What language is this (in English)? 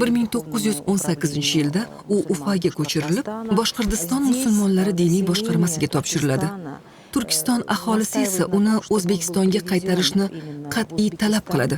Uzbek